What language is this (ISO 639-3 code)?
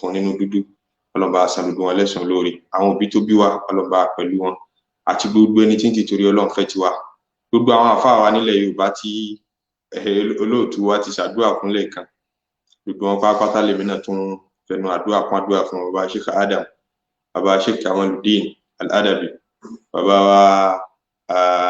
yor